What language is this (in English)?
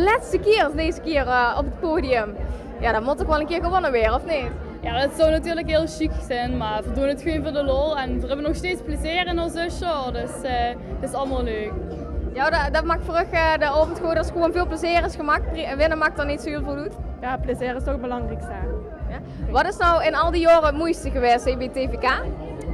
Limburgish